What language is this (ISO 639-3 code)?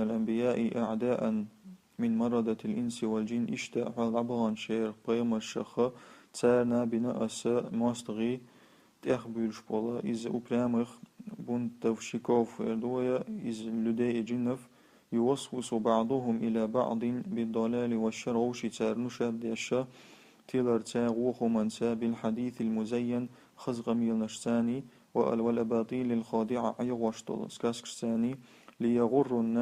che